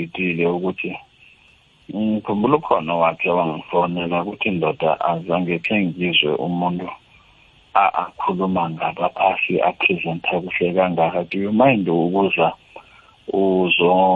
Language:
South Ndebele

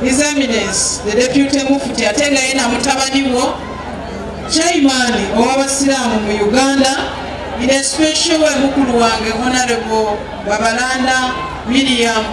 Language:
Soga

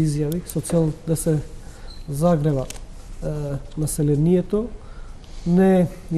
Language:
Macedonian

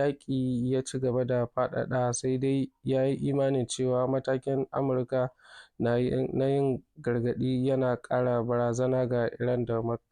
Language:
Hausa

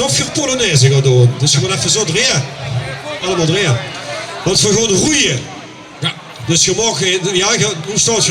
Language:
Limburgish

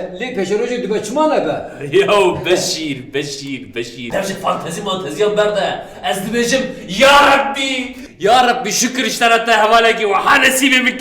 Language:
Kurdish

